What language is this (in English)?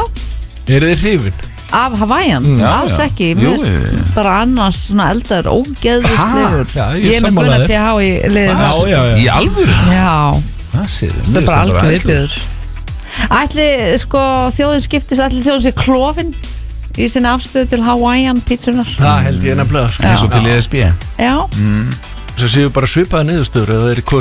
Icelandic